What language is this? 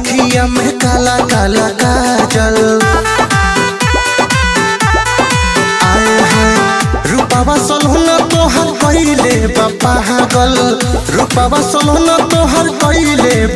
Bhojpuri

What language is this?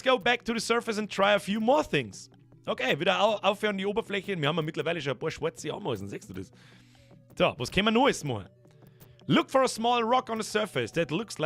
Bavarian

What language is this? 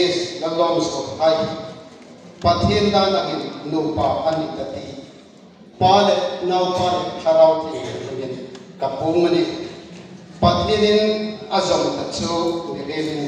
Hmar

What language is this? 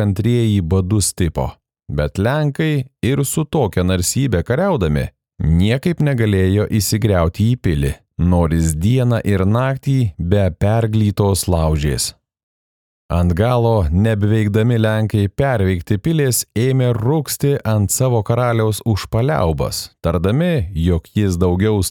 Lithuanian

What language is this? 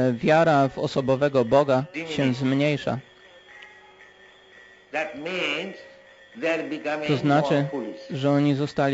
Polish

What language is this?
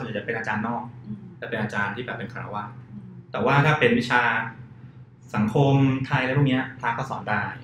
Thai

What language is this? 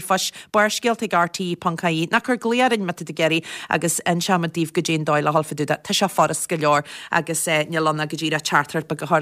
Irish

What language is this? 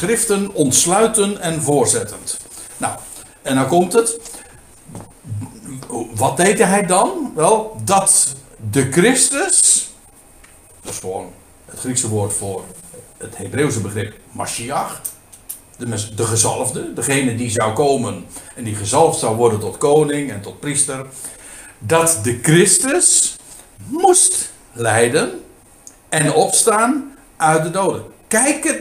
Dutch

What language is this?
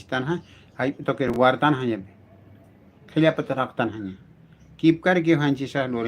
Aymara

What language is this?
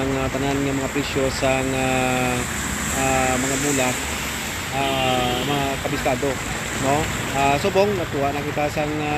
Hiligaynon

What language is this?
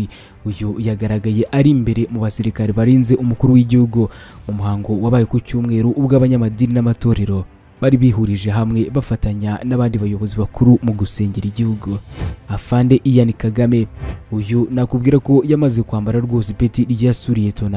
Kinyarwanda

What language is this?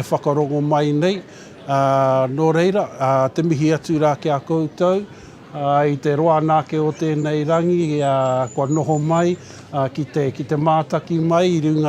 Māori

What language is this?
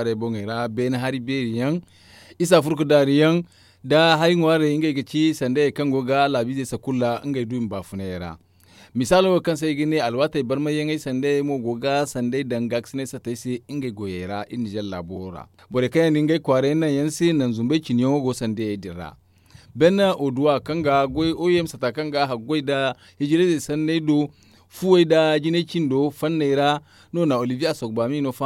Zarma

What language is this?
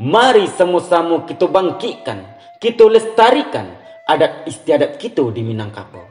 Minangkabau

